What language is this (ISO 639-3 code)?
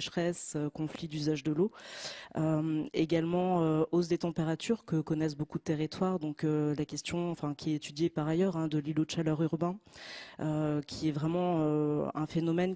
fra